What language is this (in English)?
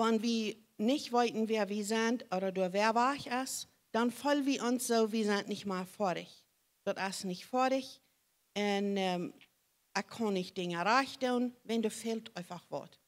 Plautdietsch